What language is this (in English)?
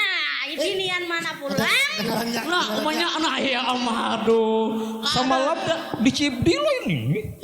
Banjar